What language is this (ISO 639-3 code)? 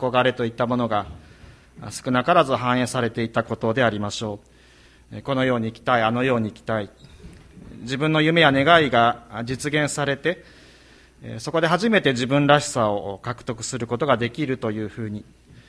jpn